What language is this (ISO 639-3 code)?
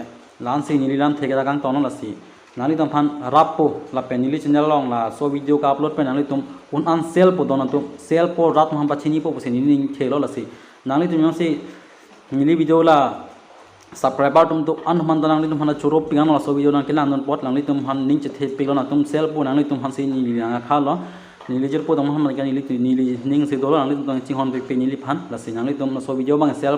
mjw